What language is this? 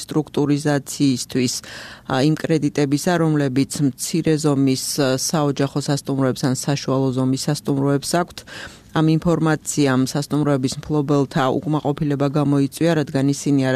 Georgian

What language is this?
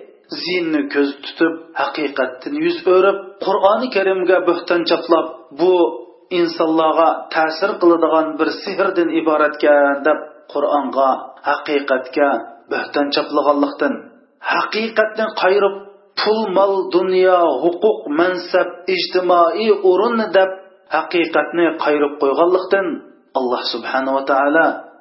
Uyghur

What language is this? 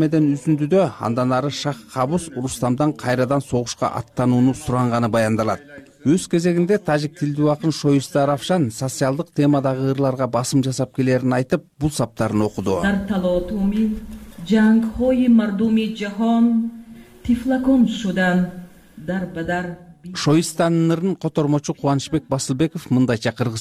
Kyrgyz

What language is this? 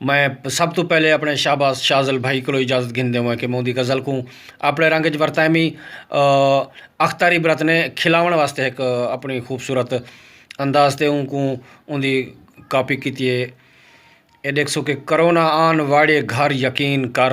Saraiki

